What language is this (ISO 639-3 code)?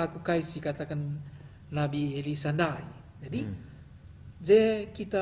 btx